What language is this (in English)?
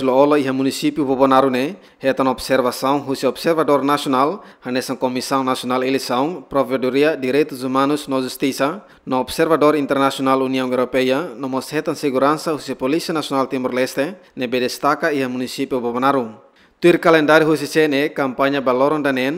Tetum